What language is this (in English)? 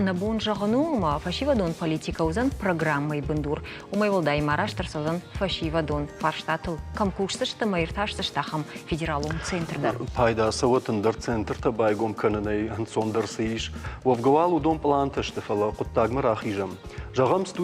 Ossetic